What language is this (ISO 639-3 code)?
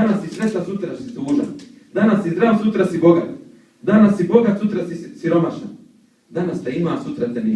bos